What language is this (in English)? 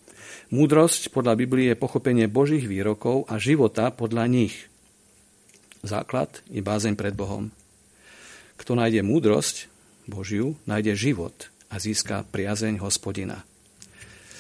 Slovak